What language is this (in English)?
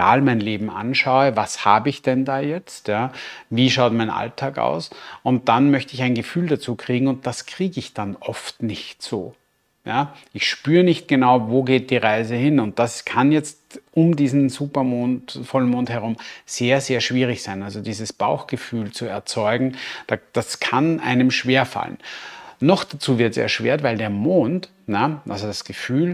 German